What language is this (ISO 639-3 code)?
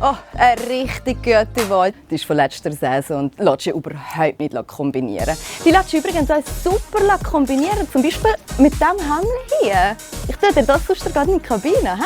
gsw